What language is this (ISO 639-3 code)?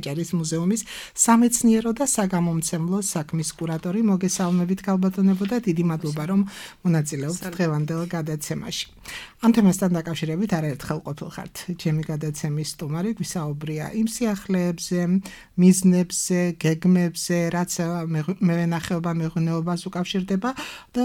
kat